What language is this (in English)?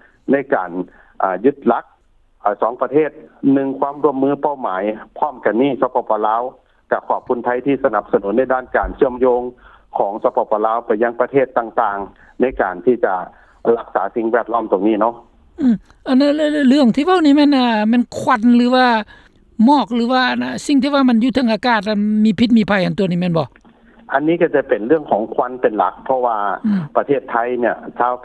Lao